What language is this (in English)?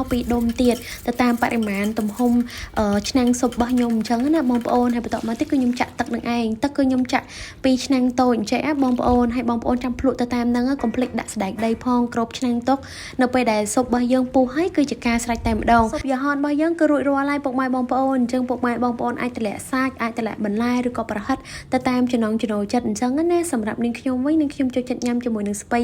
Khmer